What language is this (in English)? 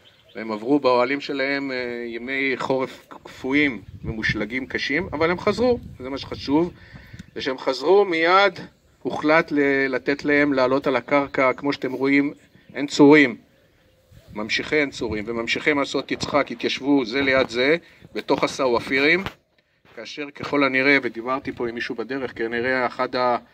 Hebrew